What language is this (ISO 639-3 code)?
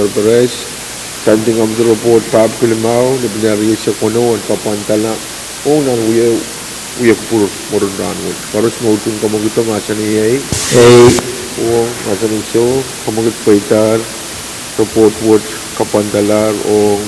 pon